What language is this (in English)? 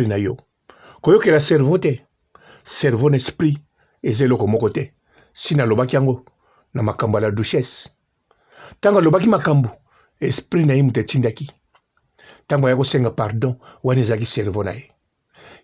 Lingala